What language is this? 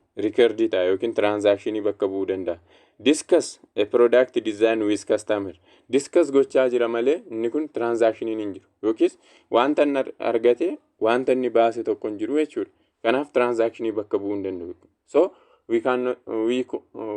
Oromo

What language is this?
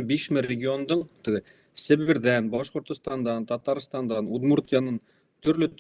Bashkir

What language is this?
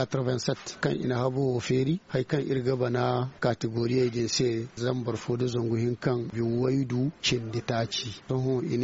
Zarma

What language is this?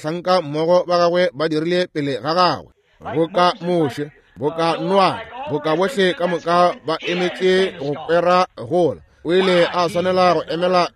Northern Sotho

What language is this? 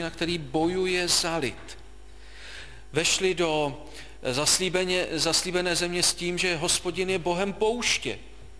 Czech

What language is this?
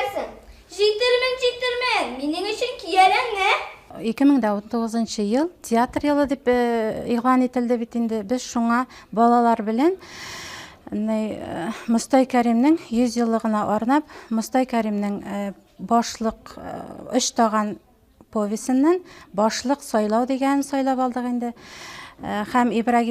Bashkir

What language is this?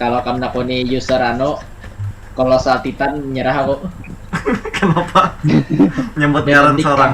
Banjar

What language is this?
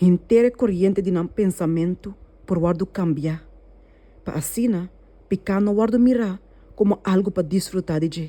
Papiamento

